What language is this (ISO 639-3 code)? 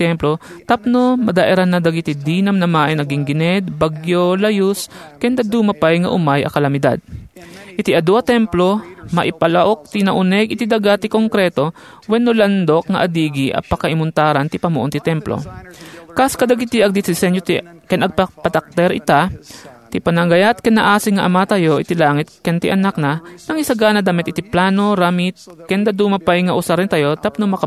ilo